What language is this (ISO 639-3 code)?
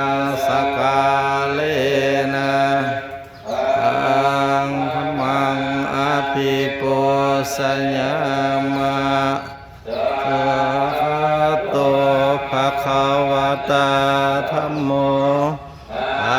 pli